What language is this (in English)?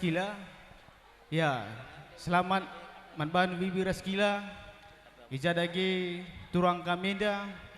Batak Karo